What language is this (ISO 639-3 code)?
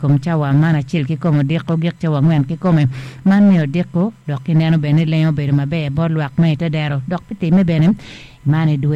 ach